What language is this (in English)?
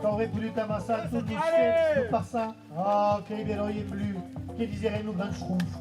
Occitan